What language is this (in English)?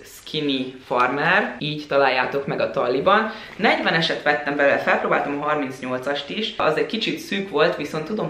Hungarian